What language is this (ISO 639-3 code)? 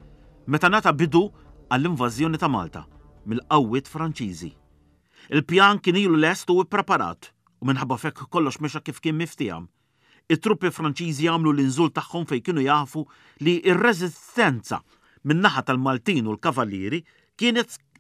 mlt